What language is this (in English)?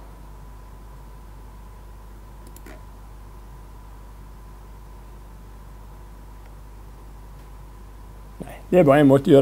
Norwegian